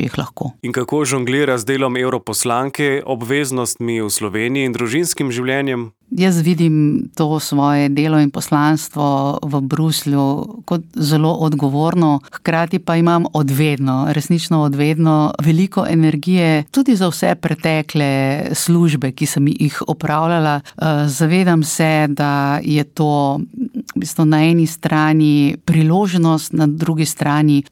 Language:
Slovenian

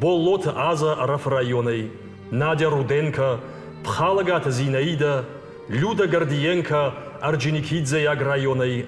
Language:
Ossetic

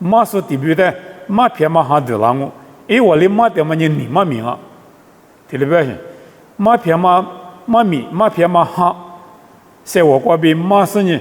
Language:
Lisu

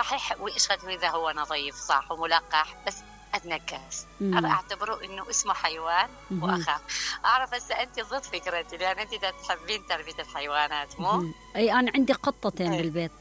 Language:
Mesopotamian Arabic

